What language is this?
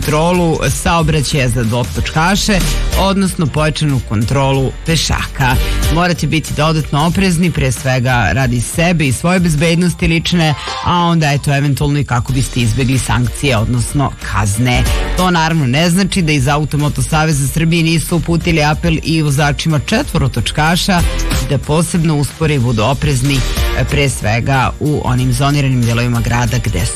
Serbian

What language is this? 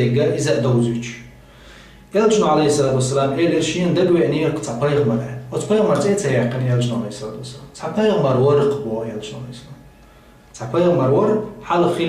Chechen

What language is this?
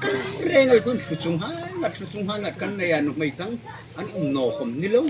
Hmar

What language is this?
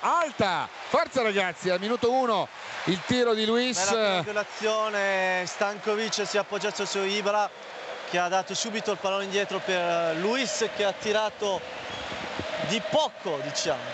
Italian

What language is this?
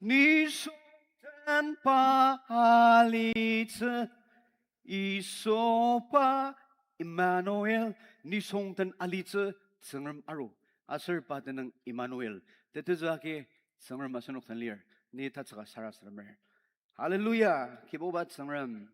Ao Naga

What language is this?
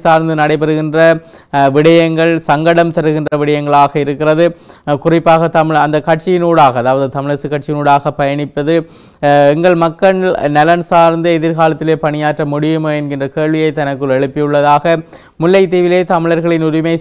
Tamil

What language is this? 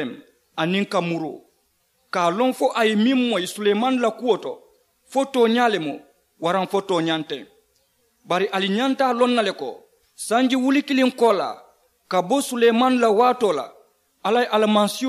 Mandingo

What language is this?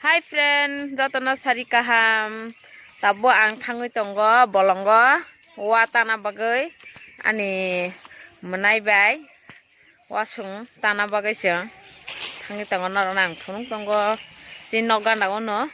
Kok Borok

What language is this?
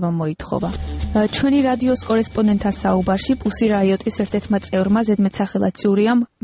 Georgian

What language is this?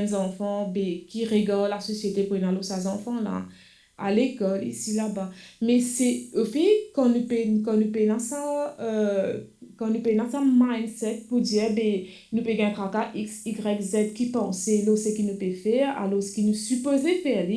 Morisyen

